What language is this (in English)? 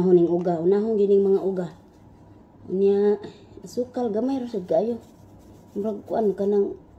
Cebuano